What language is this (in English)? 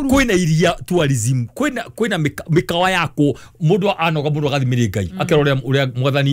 Kikuyu